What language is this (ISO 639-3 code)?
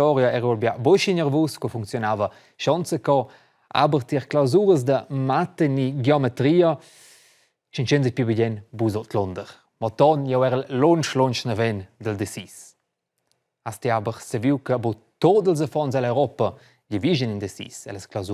roh